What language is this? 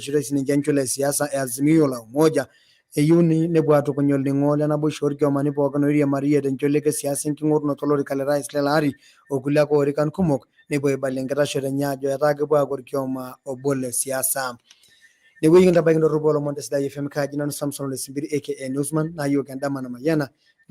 Masai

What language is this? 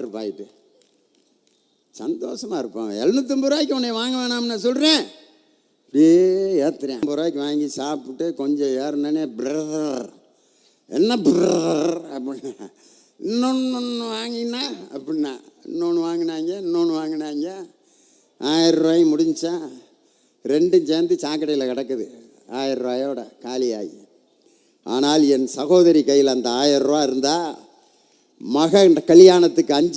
Tamil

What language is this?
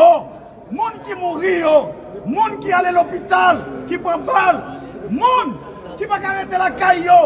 Haitian Creole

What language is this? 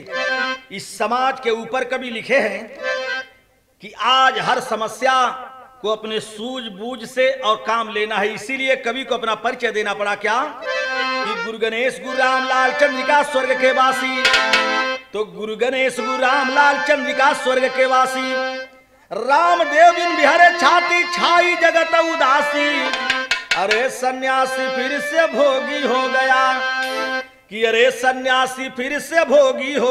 Bhojpuri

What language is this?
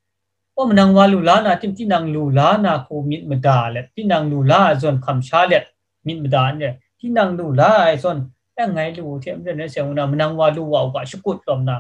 Kachin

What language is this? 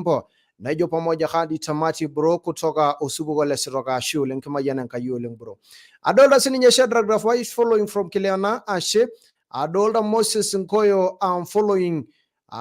Masai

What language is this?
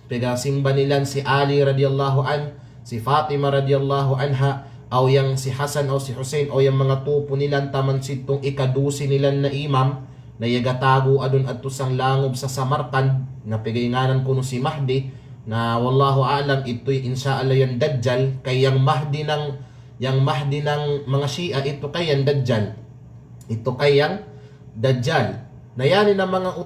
Kalagan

